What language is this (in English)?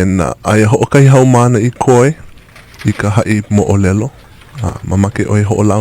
Hawaiian